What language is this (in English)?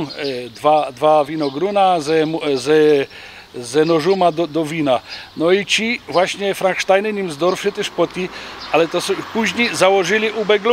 Silesian